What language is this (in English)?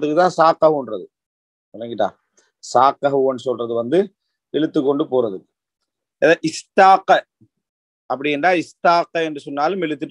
Tamil